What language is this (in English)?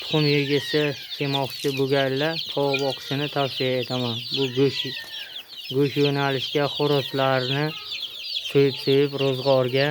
Uzbek